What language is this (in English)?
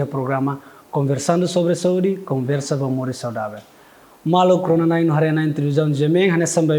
Tetum